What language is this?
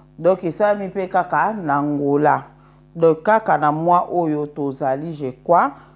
Lingala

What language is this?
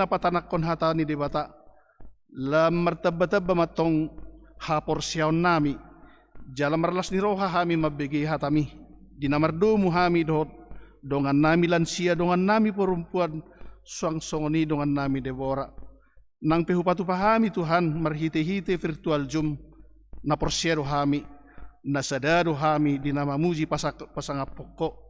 Batak Toba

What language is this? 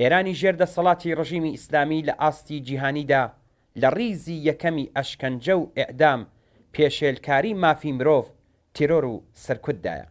Central Kurdish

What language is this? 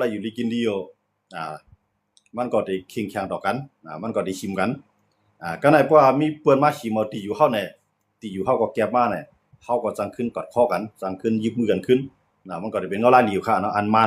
Shan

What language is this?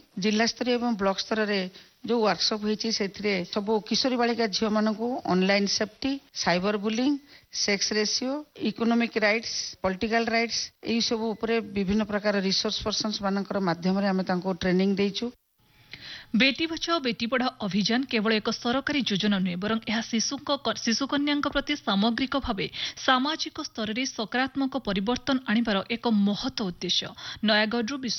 Odia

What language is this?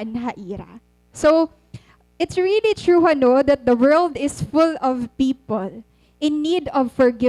Waray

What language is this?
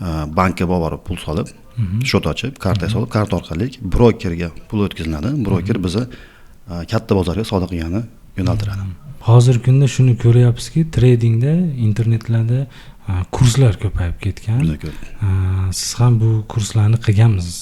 Uzbek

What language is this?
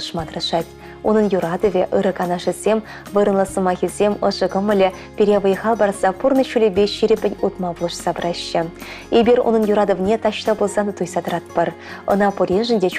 Chuvash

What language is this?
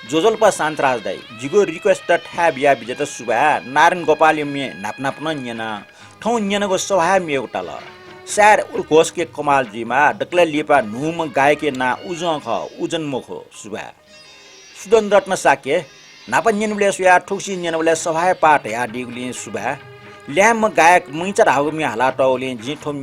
Newari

